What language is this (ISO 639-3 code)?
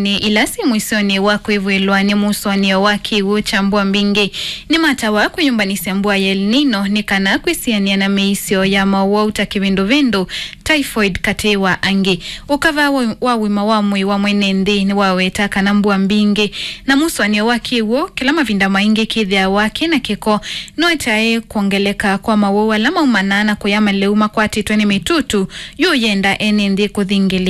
kam